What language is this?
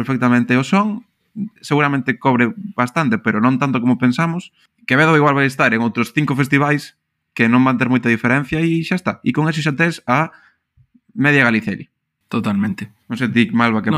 Galician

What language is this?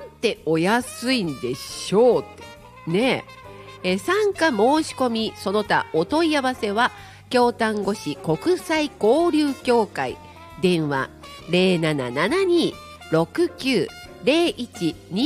Japanese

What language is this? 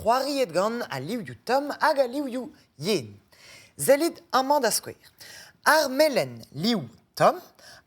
Breton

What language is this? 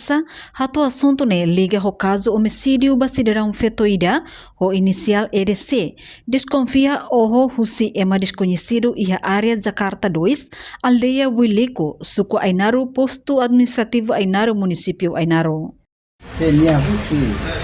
Tetum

